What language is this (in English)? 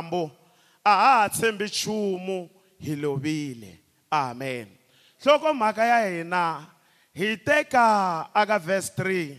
Tsonga